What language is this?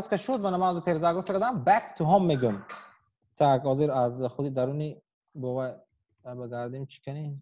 Tajik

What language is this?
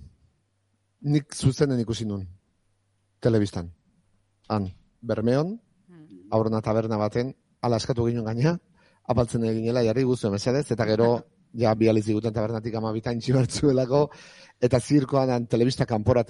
Basque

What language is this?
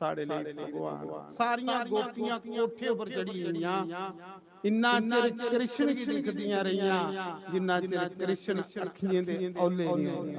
Dogri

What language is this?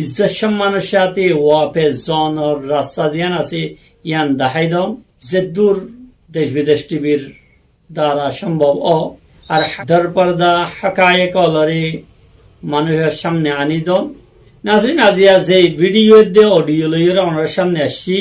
Rohingya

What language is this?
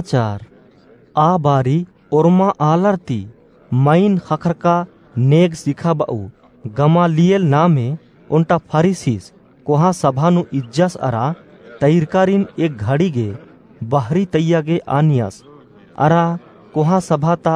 Kurukh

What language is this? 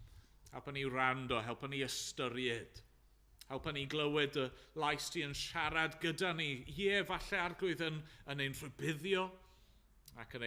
Welsh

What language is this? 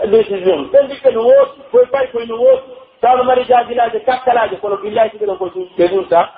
Pular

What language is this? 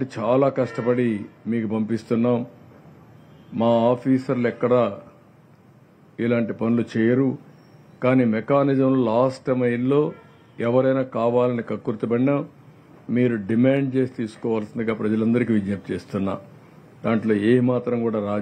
Telugu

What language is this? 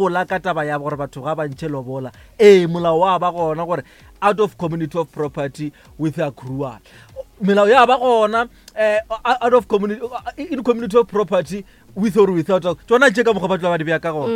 Northern Sotho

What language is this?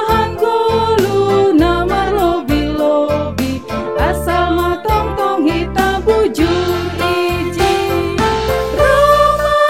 Batak Simalungun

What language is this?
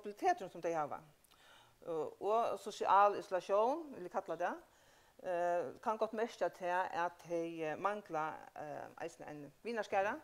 Faroese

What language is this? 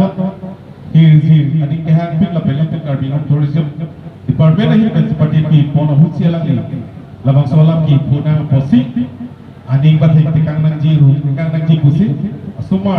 Karbi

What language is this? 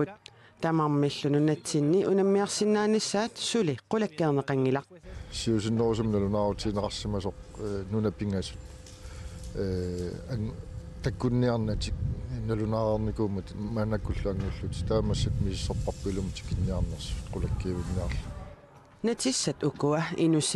Kalaallisut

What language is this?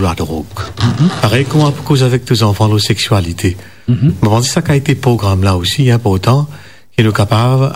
Morisyen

